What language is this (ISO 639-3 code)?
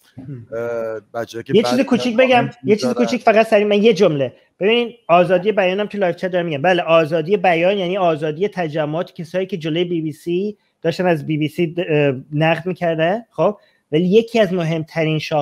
fas